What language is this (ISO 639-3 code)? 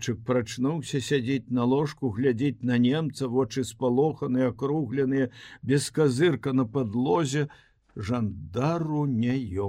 bel